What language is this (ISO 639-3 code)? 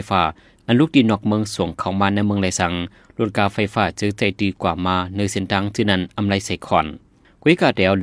shn